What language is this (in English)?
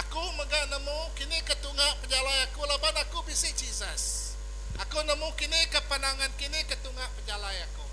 Iban